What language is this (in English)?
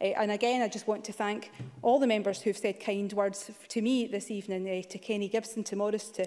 English